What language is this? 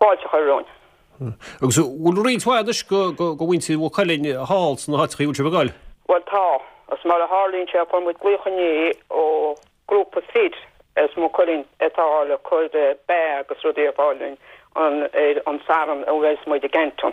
Irish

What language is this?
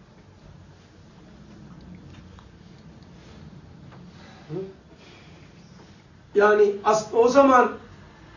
Turkish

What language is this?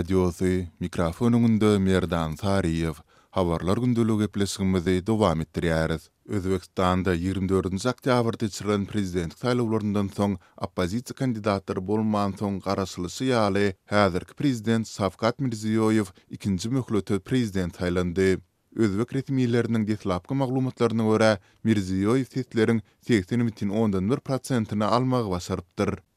Turkmen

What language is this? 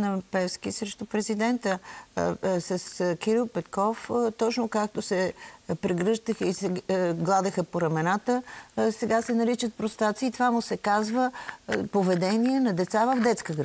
Bulgarian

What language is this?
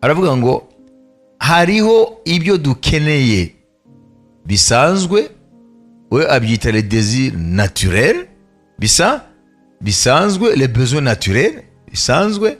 Kinyarwanda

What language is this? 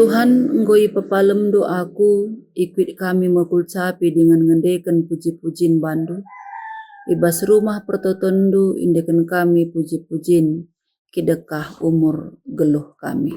Batak Karo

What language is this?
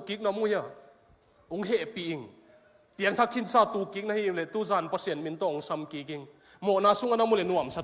Tedim Chin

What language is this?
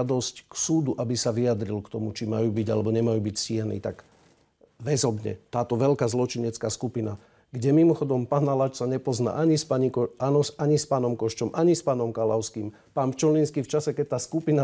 Slovak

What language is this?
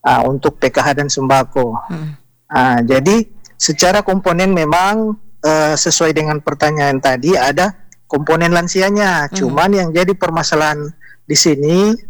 Indonesian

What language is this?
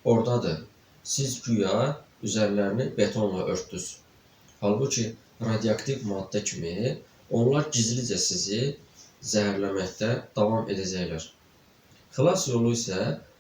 Azerbaijani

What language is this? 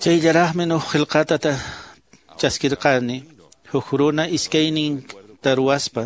Quechua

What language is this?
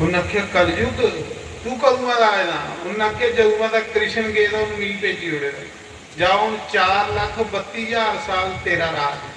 Dogri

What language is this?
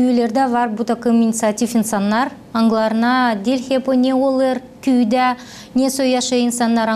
Gagauz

